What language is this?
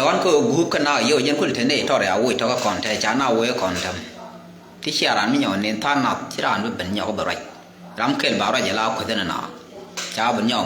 Nuer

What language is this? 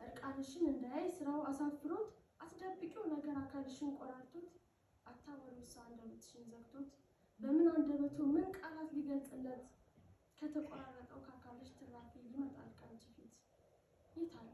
Amharic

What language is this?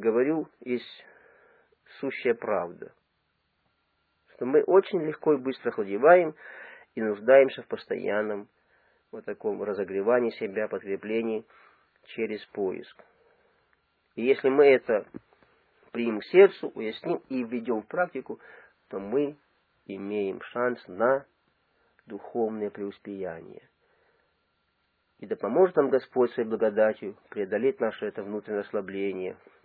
Russian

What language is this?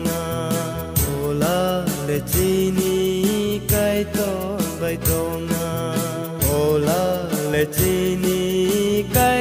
Kok Borok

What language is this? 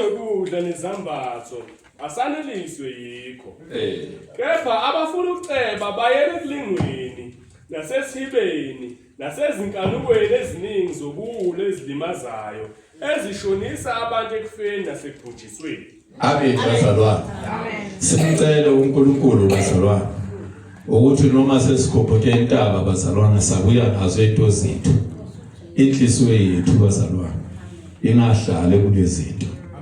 Zulu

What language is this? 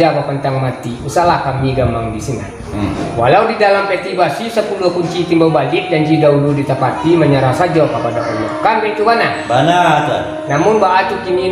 Minangkabau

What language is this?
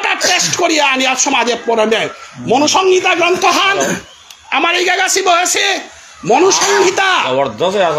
Bishnupriya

